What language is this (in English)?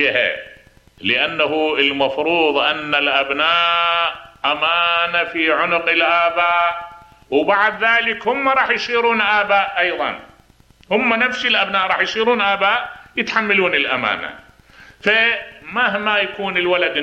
Mesopotamian Arabic